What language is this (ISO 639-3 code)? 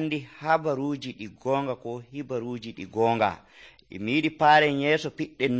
fuv